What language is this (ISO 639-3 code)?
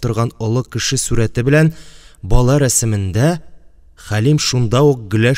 tat